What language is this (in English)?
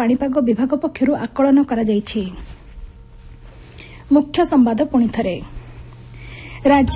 Odia